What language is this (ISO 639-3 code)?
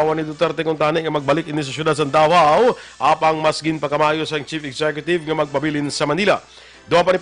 hil